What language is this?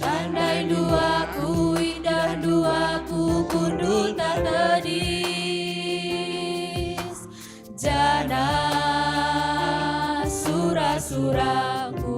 Batak Karo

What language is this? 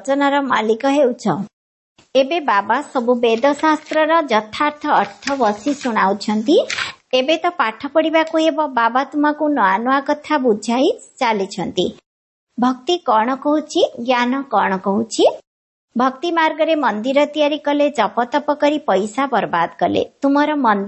Odia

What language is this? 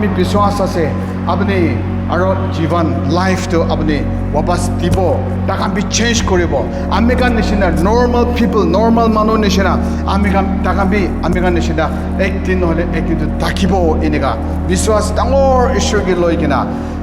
Naga Pidgin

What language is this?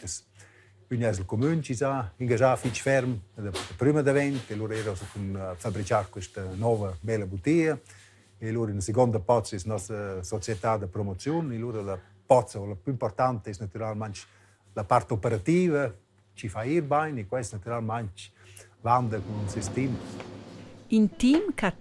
Romansh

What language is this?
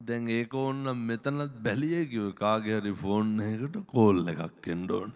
Sinhala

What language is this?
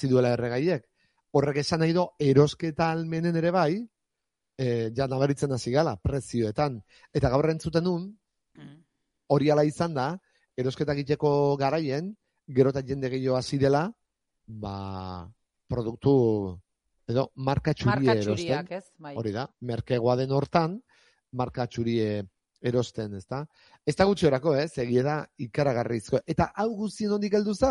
Basque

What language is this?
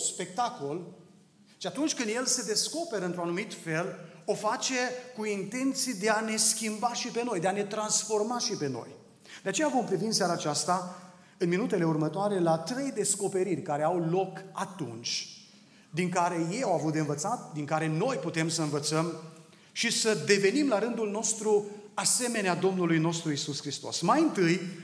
Romanian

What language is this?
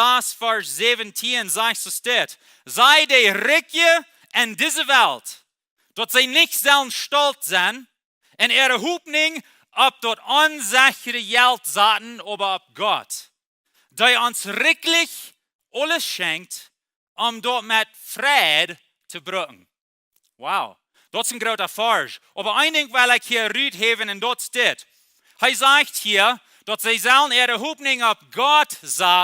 Plautdietsch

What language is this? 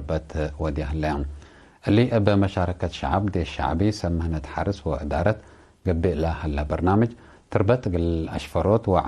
Tigre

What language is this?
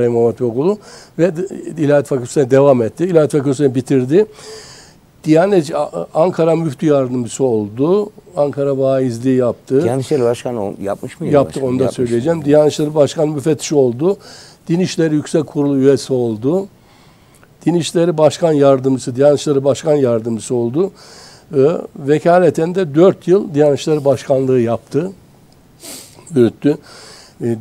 Turkish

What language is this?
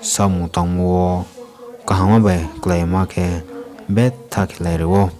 Riang (India)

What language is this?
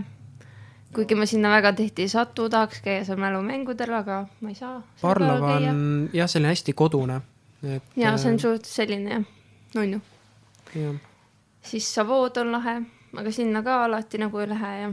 Estonian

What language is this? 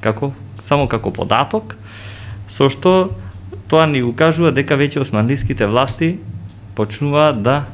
Macedonian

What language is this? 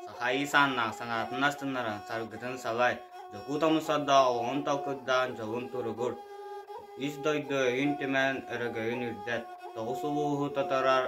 Yakut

